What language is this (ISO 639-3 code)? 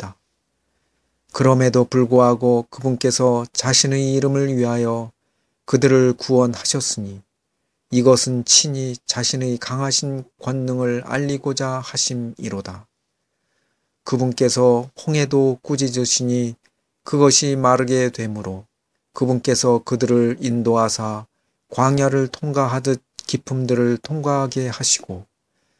kor